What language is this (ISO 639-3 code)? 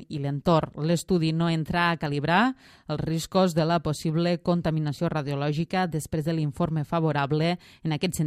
cat